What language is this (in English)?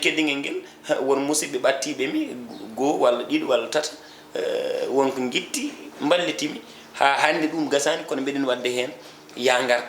Fula